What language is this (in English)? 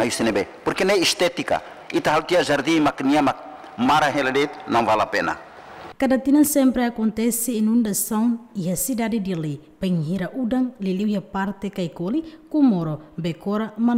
Tetum